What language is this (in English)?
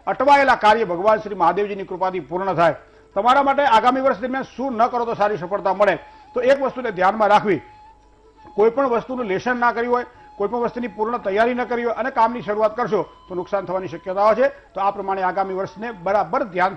Gujarati